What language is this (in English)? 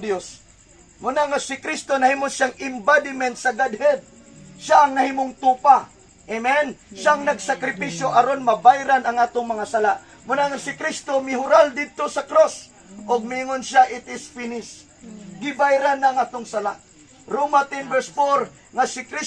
Cebuano